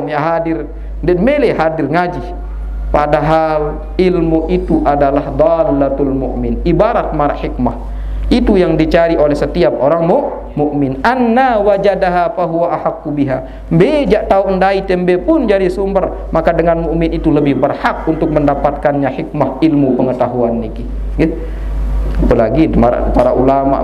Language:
Sasak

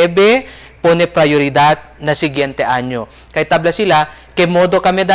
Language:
Chavacano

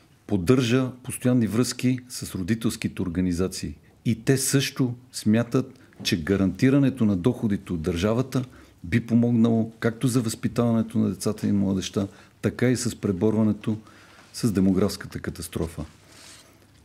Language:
Bulgarian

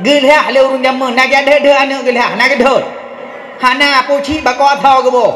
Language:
Achinese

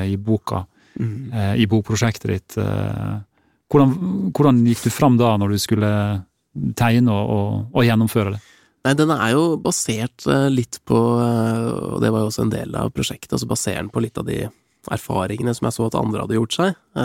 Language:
Norwegian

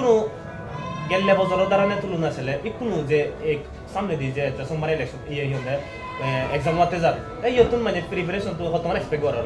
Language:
Chakma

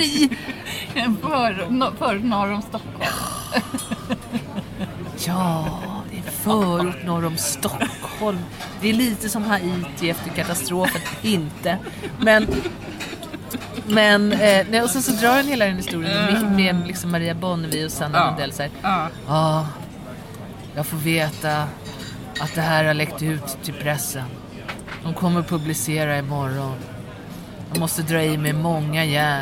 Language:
Swedish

